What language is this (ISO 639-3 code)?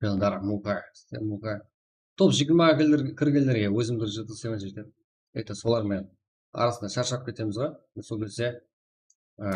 kaa